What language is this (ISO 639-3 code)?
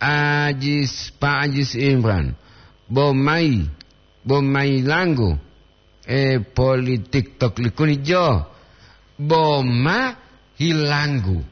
gor